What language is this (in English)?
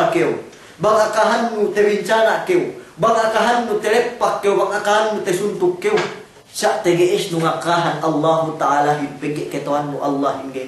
Yakan